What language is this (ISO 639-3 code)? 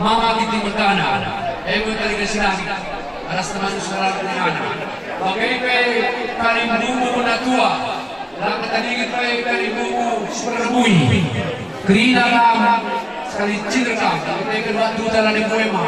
btx